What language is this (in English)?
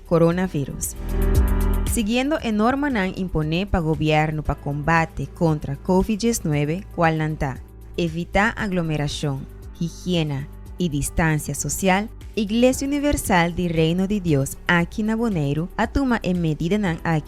Papiamento